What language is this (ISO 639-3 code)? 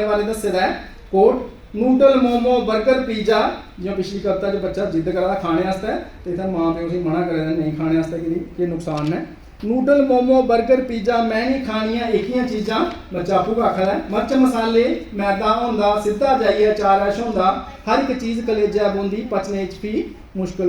doi